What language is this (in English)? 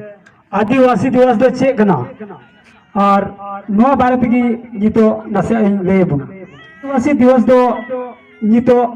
Santali